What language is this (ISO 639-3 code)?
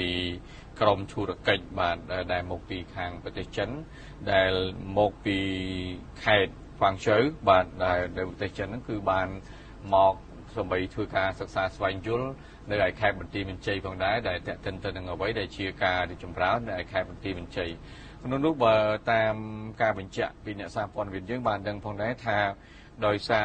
khm